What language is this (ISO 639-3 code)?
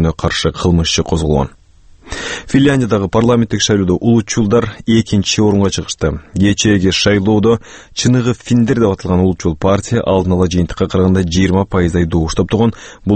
kir